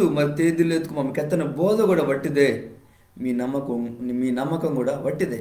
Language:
Koya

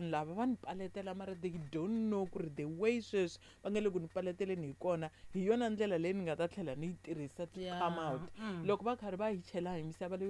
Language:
Tsonga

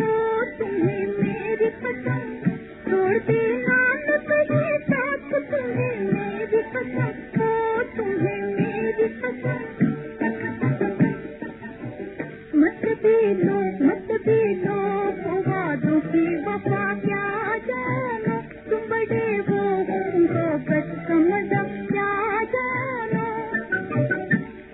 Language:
Hindi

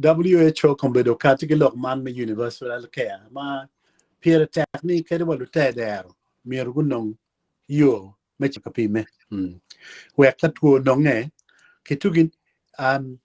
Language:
Acoli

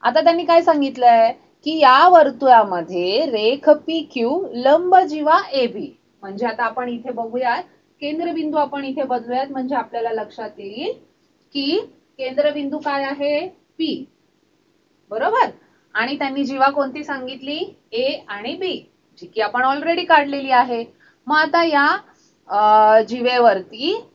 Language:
Marathi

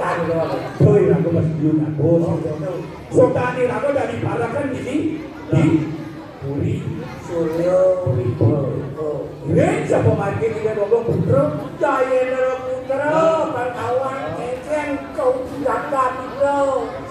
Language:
Balinese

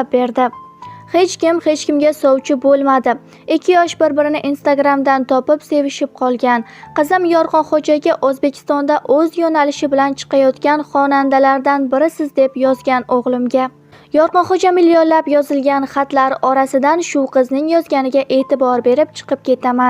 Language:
Uzbek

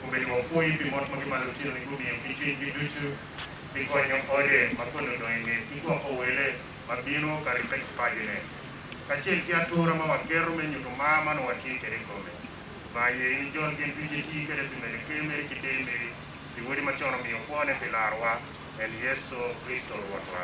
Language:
Acoli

